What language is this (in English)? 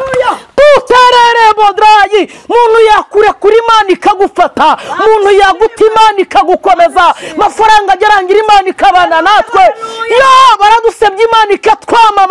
Kinyarwanda